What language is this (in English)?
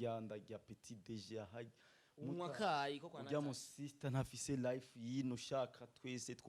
Rundi